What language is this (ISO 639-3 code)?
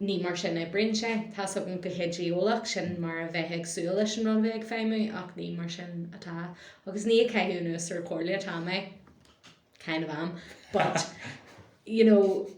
gle